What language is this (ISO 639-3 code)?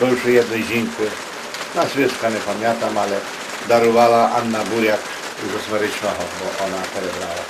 rue